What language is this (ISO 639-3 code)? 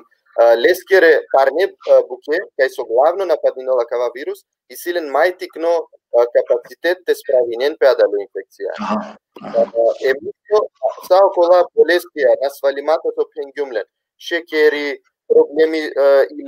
rmn